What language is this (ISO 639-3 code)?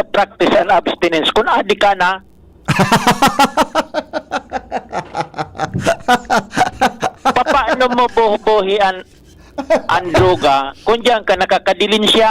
bik